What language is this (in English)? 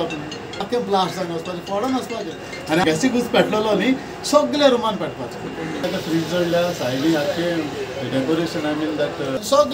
Konkani